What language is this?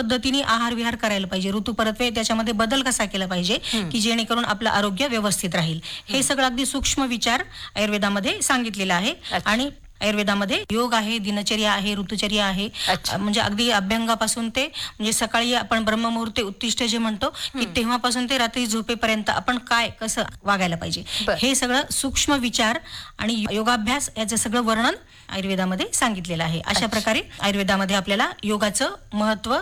Marathi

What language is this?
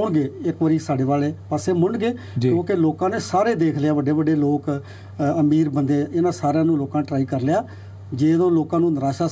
Punjabi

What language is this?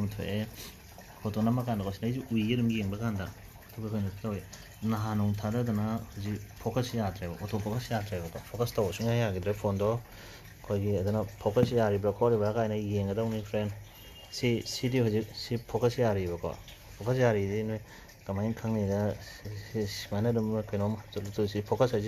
Manipuri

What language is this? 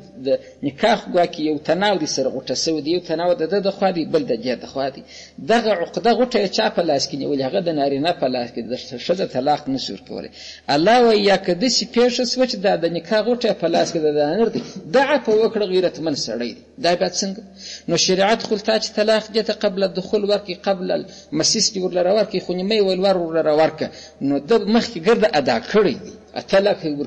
Pashto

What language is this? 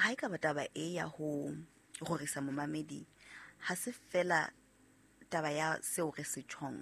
Southern Sotho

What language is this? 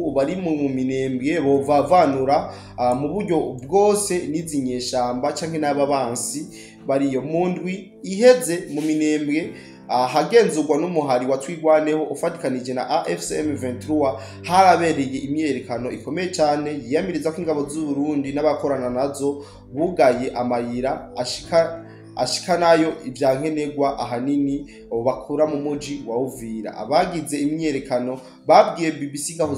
Rundi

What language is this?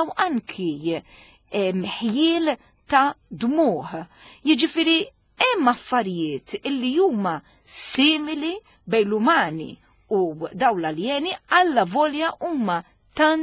Maltese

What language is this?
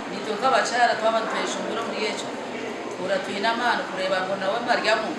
Nyankole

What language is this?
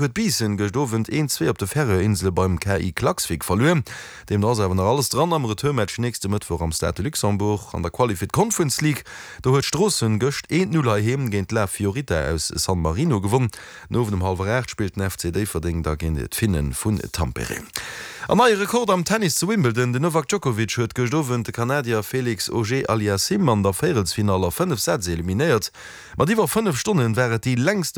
Luxembourgish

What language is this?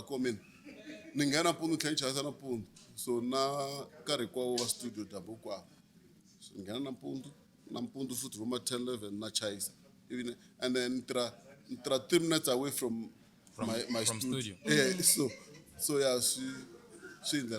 Tsonga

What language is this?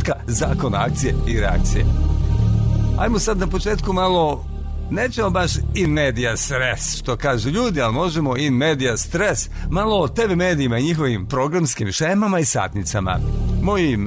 Serbian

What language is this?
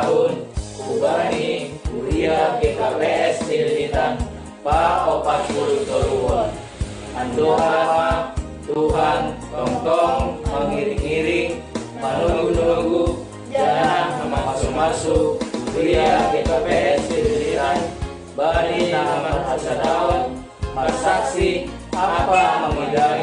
Batak Simalungun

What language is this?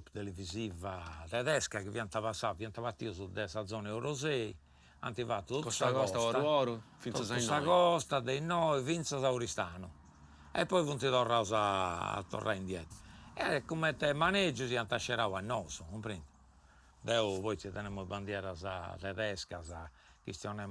Sardinian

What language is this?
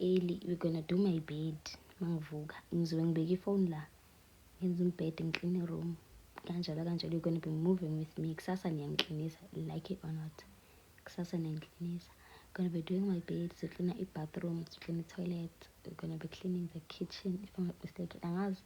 Zulu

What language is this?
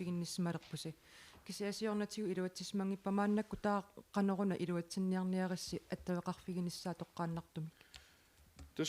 Kalaallisut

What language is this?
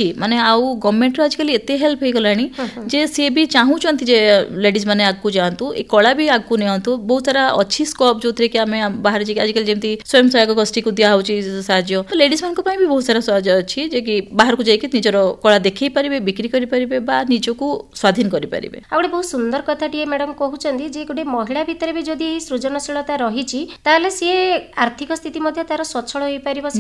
Odia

